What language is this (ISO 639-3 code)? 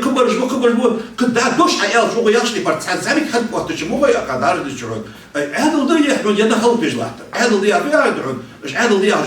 inh